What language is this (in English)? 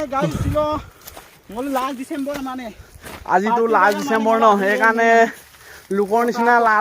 Assamese